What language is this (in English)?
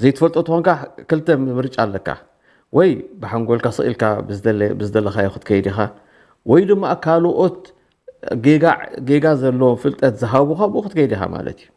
Tigrinya